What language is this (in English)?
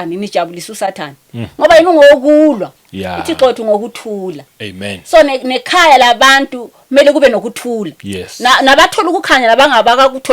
Zulu